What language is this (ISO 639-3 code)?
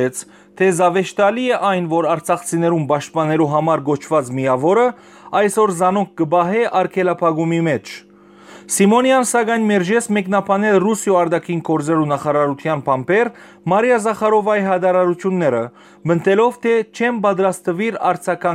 hyw